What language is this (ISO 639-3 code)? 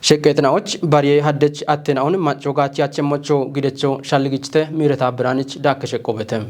kbr